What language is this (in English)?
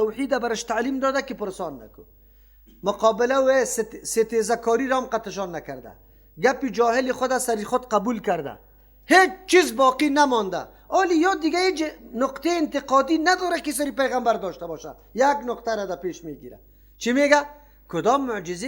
Persian